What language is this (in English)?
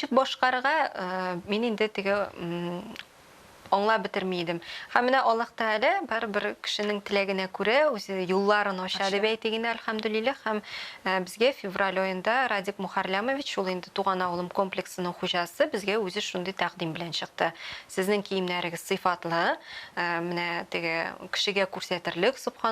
Tatar